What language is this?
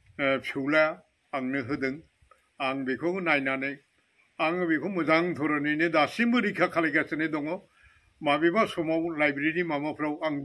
Bodo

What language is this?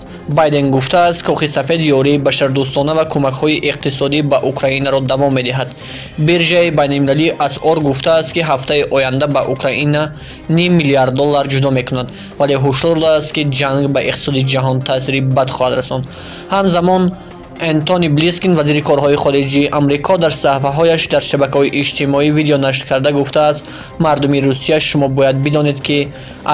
Tajik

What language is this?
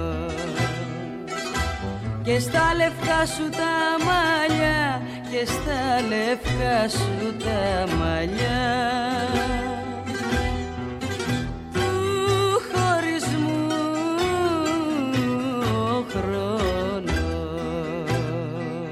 Greek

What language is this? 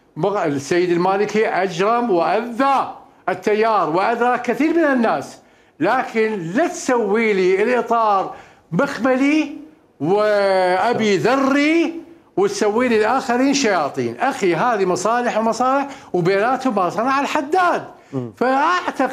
Mesopotamian Arabic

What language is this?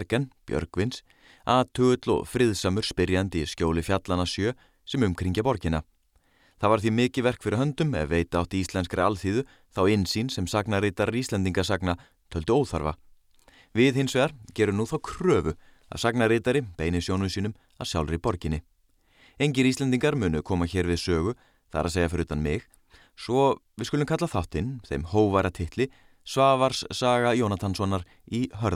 Icelandic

